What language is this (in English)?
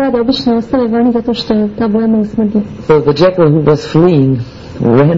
Croatian